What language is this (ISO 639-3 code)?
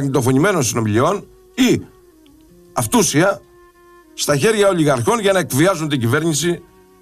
ell